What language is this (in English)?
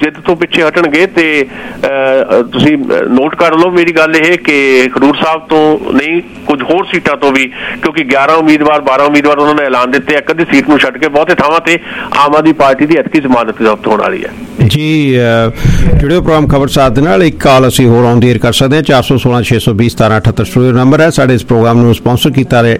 Punjabi